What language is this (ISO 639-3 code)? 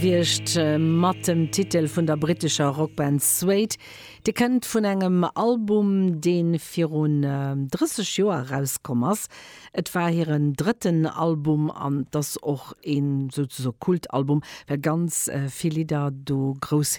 ltz